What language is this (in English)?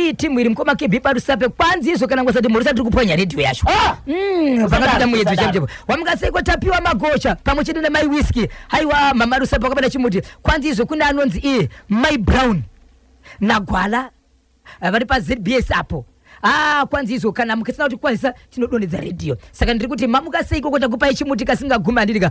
Shona